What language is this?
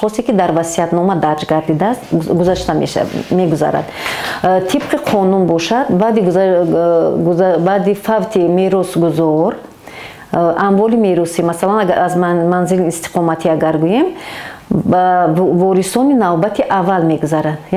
Tajik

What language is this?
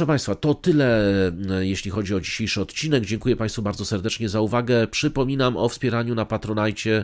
Polish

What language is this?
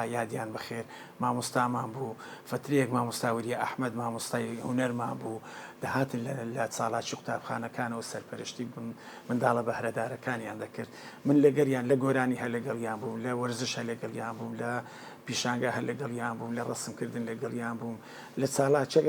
Central Kurdish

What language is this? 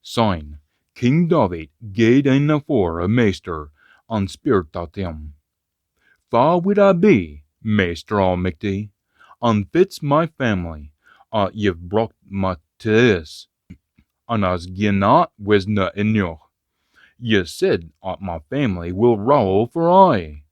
Scots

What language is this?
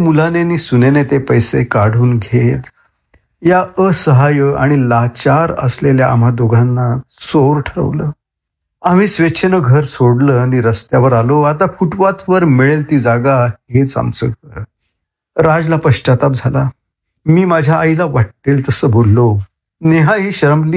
Marathi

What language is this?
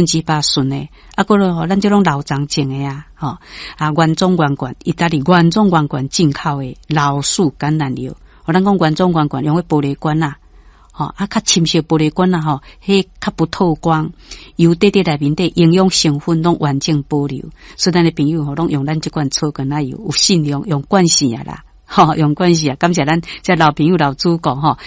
Min Nan Chinese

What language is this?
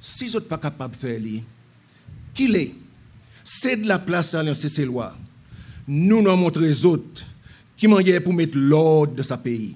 Seselwa Creole French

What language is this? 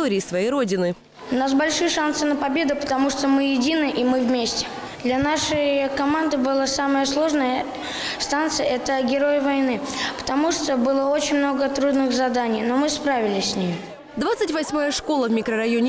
Russian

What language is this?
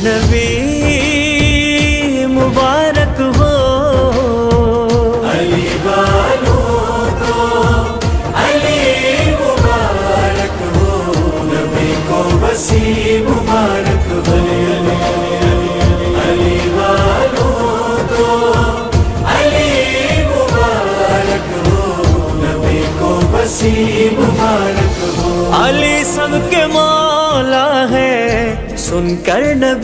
Hindi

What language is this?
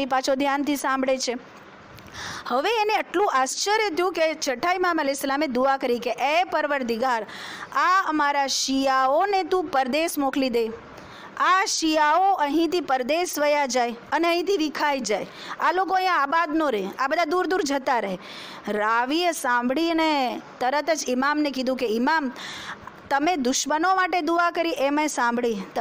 Gujarati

